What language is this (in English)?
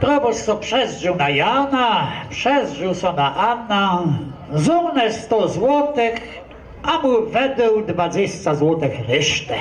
Kashubian